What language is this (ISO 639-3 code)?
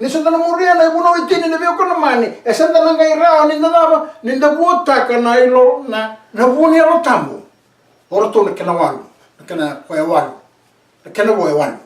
fij